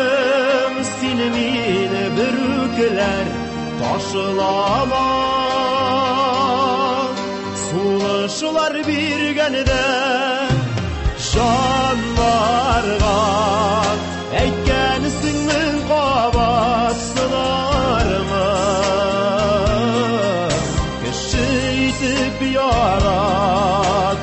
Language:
Tatar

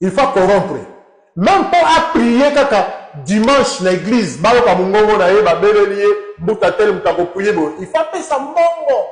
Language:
Lingala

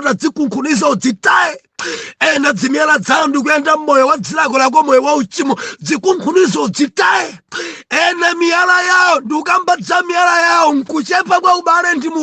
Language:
Nyanja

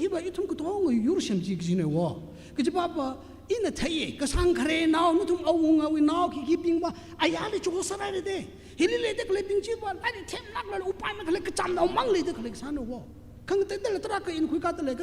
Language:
Tangkhul Naga (India)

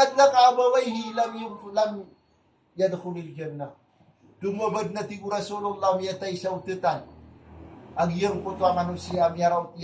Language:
Maranao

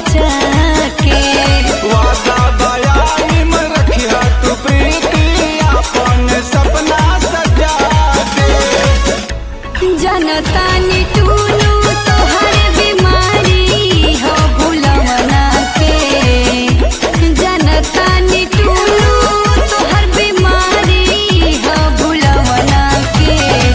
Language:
Bhojpuri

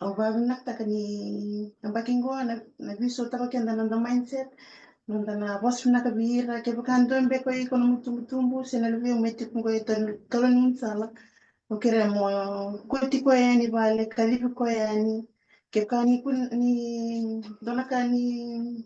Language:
Fijian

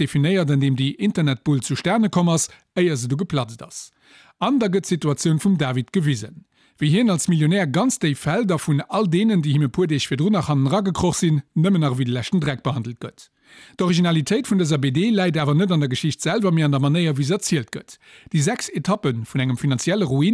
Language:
Luxembourgish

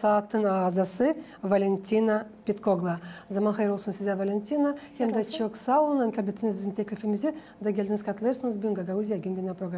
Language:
Gagauz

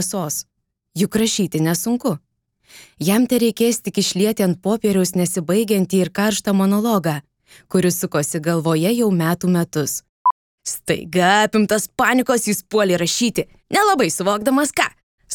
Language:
Lithuanian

